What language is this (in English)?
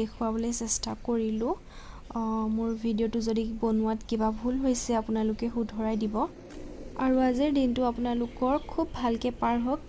Assamese